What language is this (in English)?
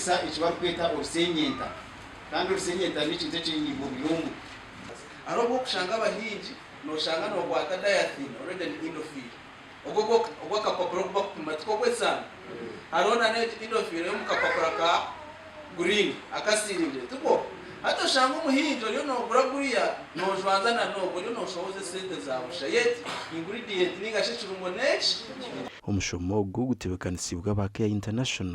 Nyankole